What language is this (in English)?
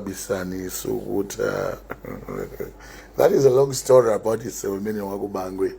Nyanja